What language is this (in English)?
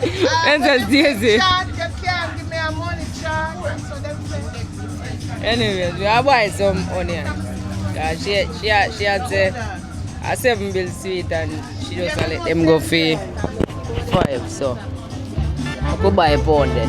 Jamaican Creole English